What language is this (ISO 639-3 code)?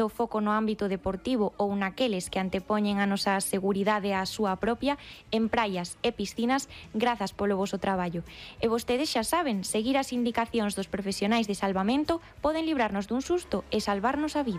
glg